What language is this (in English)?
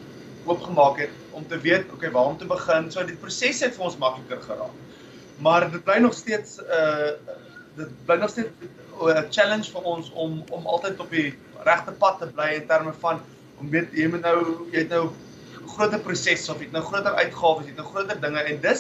Afrikaans